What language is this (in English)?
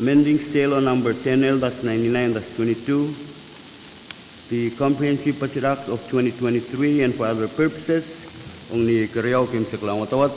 Pohnpeian